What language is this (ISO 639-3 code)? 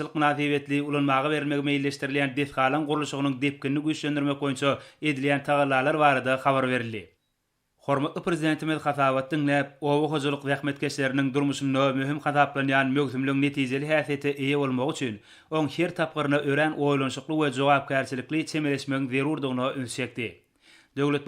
tuk